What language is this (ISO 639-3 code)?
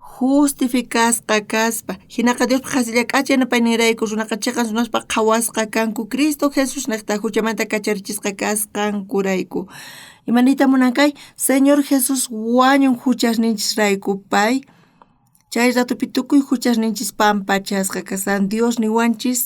quh